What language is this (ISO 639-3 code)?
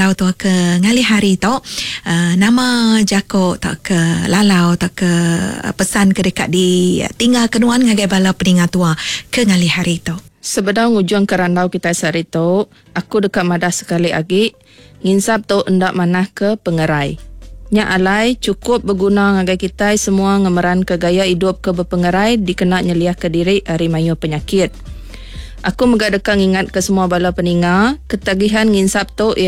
iba